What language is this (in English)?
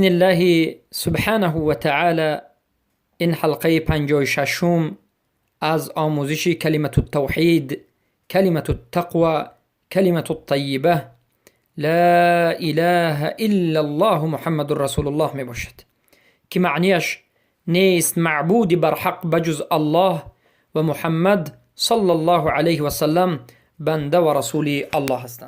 Persian